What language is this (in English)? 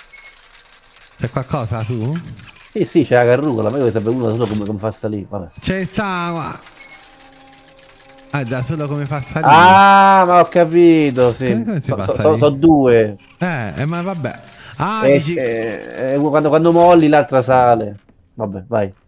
Italian